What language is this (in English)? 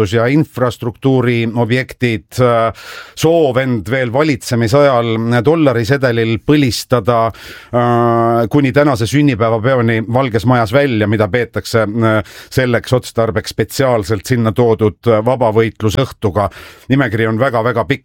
Estonian